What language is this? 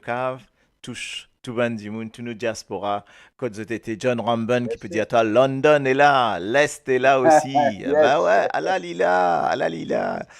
Morisyen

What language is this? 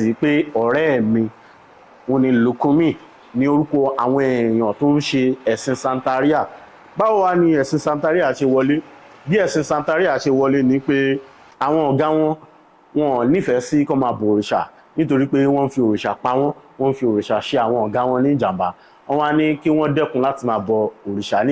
Yoruba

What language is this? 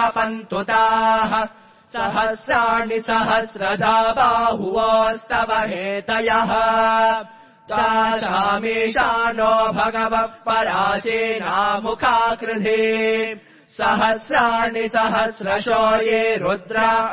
Sanskrit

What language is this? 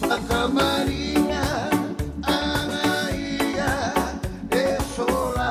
Tongan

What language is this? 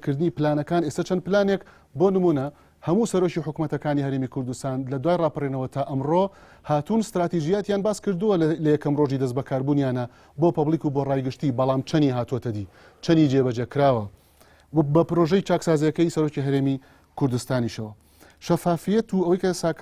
Central Kurdish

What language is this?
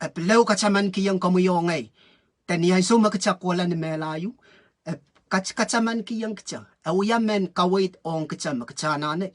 Pohnpeian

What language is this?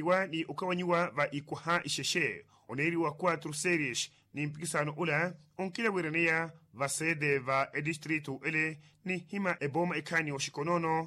Makhuwa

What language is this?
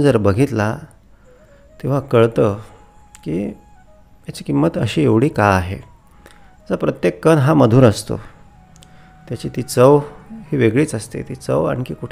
Marathi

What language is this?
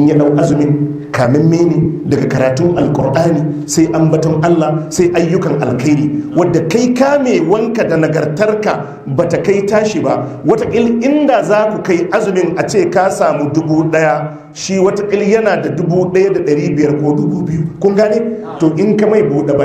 Hausa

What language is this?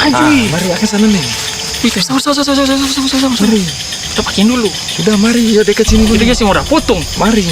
Ambonese Malay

